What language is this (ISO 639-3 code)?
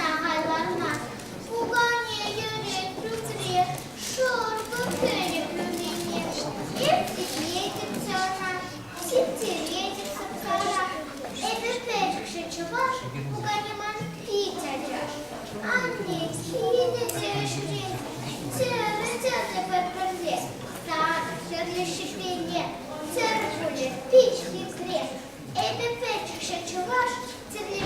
chv